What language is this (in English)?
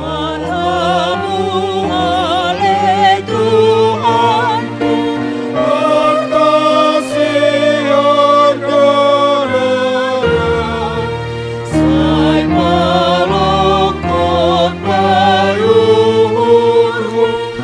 Batak Simalungun